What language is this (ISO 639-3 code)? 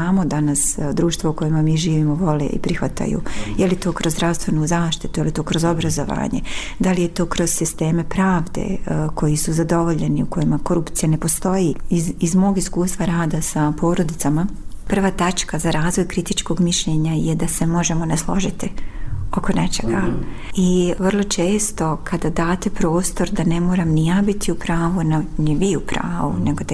bos